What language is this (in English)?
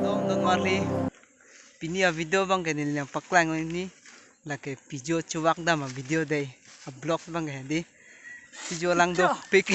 Karbi